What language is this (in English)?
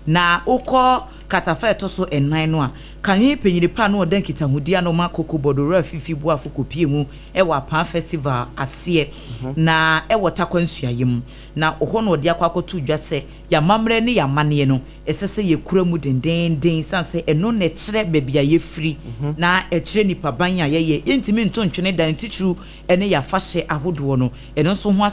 Akan